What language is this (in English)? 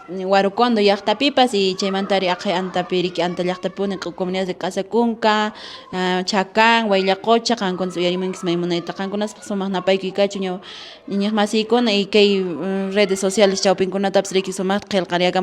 Quechua